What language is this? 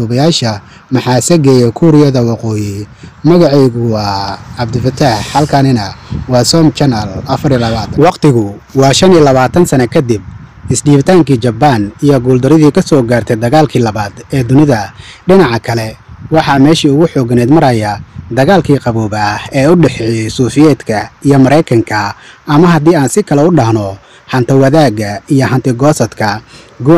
Somali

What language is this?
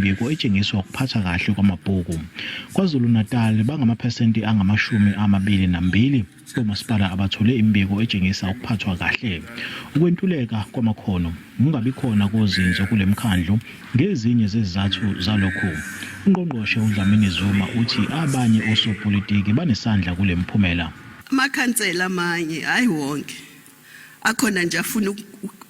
Zulu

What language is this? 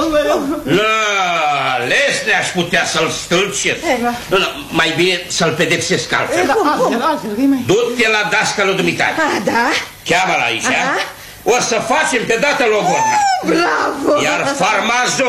Romanian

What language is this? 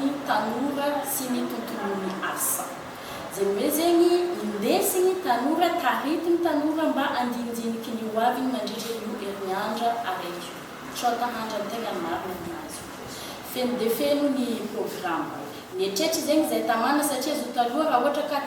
Malagasy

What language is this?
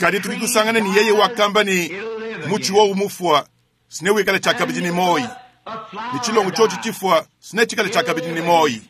Luba-Lulua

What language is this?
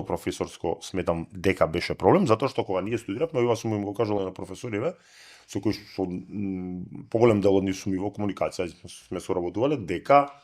Macedonian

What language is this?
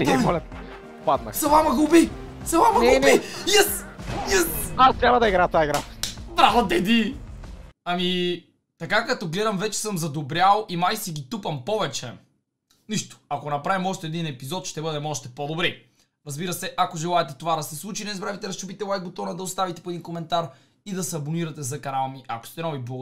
Bulgarian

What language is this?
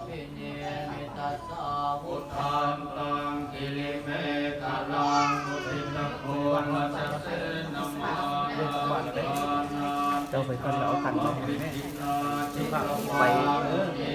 Pali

